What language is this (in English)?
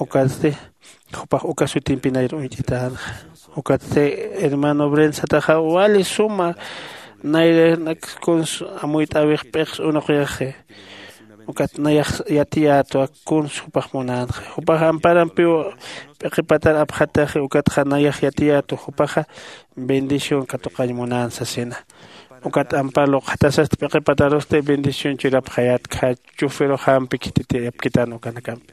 Aymara